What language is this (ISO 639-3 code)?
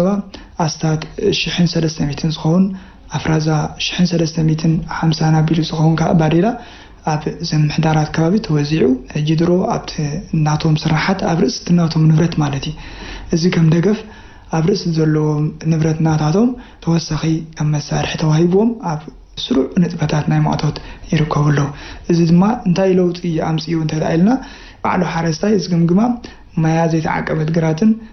tir